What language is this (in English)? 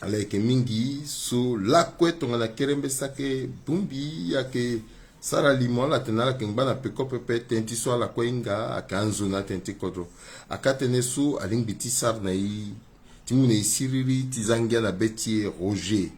Sango